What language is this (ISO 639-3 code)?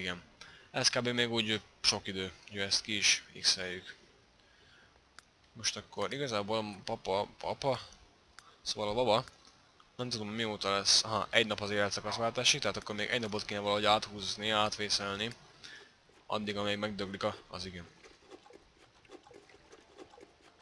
hun